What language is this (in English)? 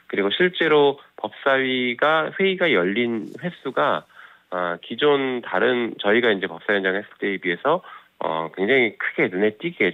Korean